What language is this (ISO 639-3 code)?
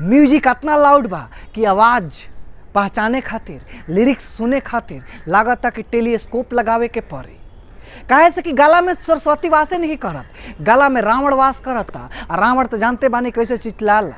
bho